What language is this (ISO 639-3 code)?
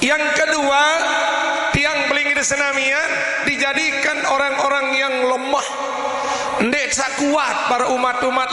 sas